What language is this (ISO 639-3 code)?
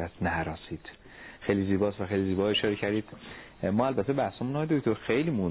fas